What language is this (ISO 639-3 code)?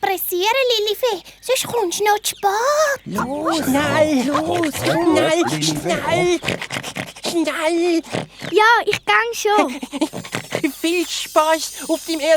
gsw